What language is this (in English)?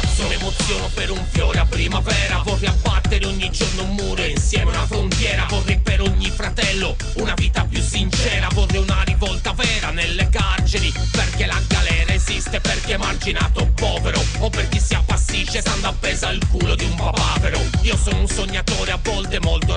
Italian